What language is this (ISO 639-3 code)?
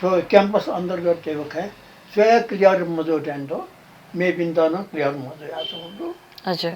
new